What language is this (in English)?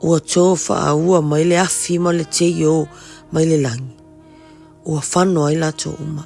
Samoan